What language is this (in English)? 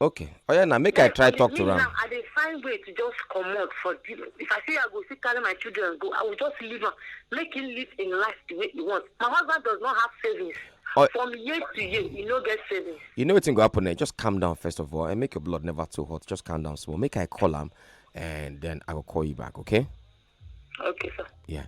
Nigerian Pidgin